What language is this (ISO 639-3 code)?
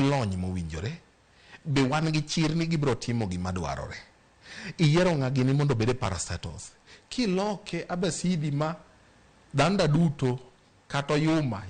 luo